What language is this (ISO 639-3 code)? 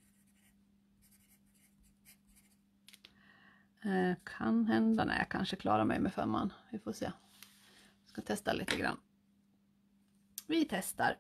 swe